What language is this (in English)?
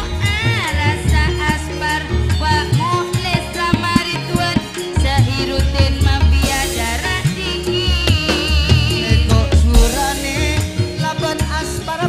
Madurese